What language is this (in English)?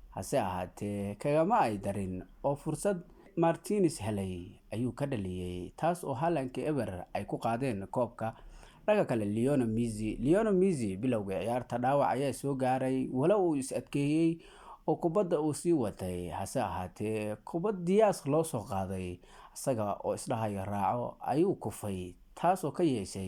Somali